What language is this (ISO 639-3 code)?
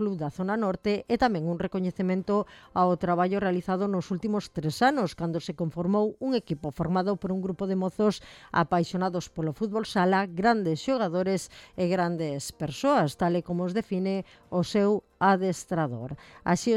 glg